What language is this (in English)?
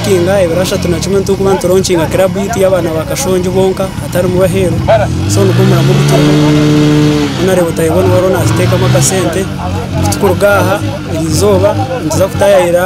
Nyankole